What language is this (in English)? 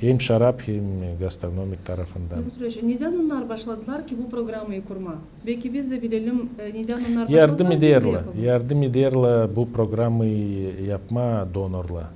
Gagauz